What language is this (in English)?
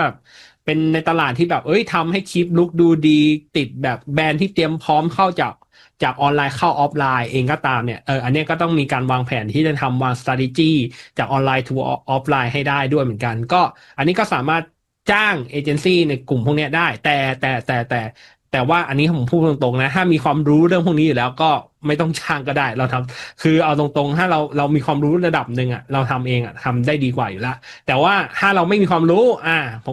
Thai